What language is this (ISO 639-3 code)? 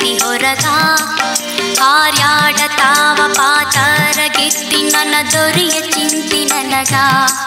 kan